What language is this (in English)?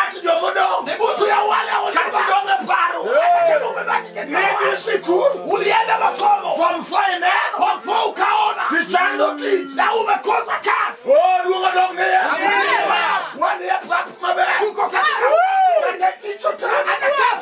Luo (Kenya and Tanzania)